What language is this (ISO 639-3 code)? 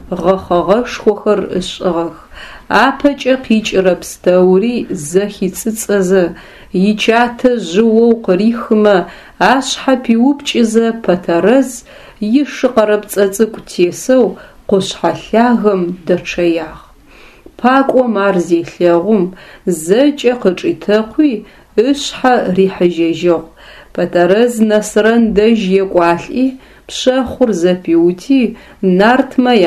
ady